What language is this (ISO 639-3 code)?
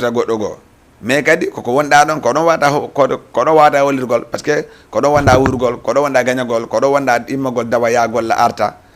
ful